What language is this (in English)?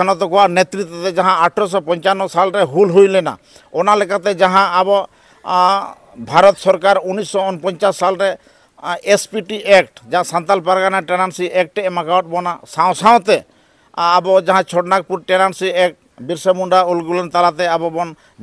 Santali